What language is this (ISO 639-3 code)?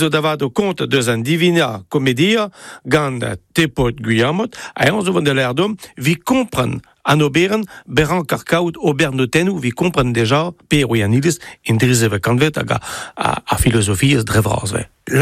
bre